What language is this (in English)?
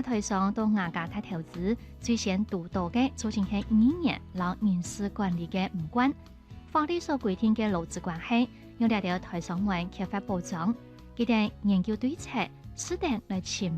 Hakka Chinese